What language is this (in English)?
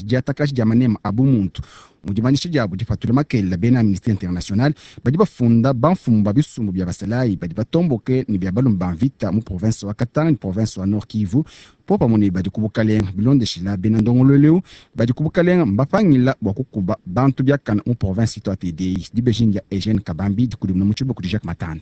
Luba-Lulua